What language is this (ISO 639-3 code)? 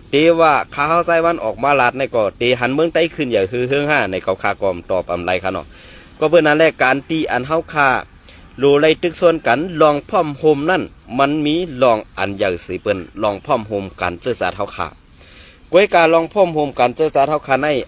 shn